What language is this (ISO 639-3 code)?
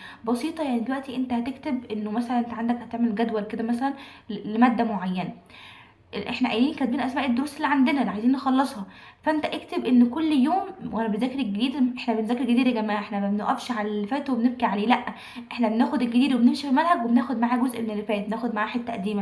arz